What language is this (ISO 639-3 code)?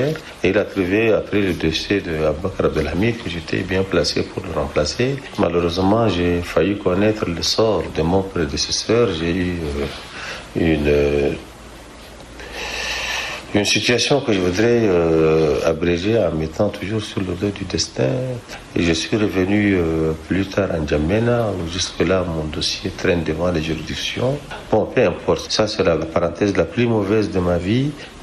fra